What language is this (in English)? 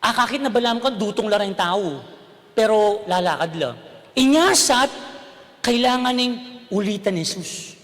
Pampanga